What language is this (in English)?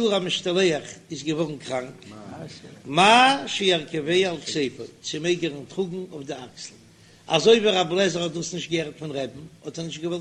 Yiddish